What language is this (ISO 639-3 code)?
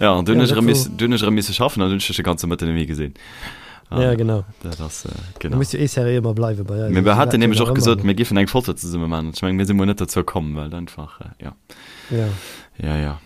ltz